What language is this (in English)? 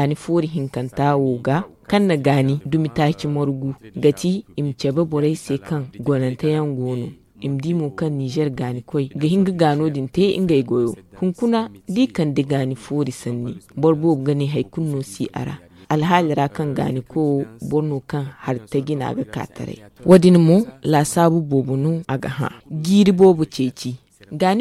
Zarma